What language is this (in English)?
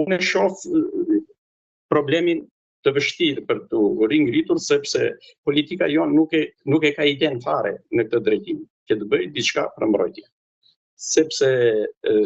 Albanian